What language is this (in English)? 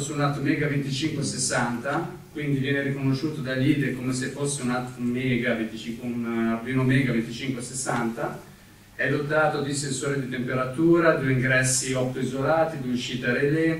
Italian